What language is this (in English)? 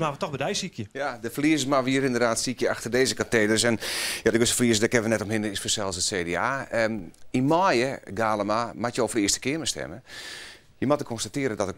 Western Frisian